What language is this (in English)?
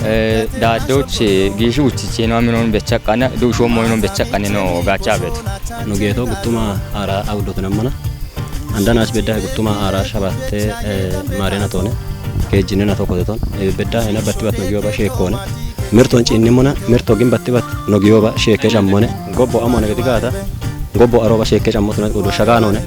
Kafa